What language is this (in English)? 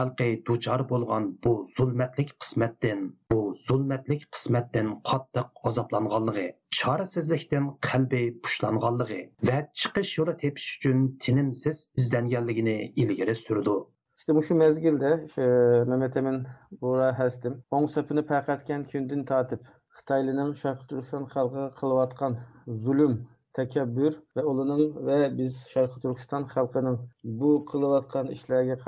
Uyghur